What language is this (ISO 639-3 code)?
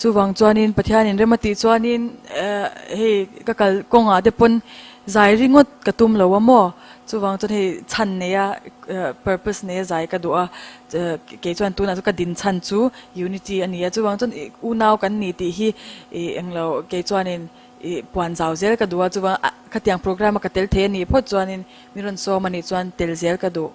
lus